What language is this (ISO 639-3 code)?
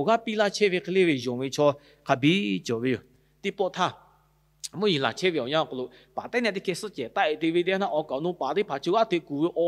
lhu